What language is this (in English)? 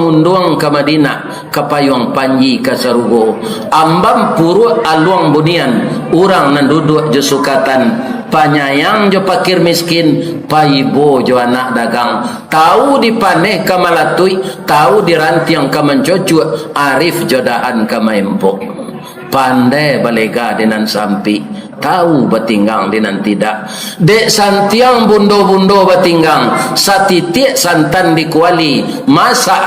Minangkabau